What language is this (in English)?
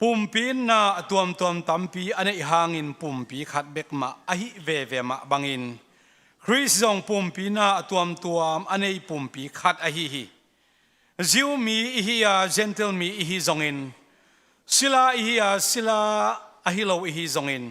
Tedim Chin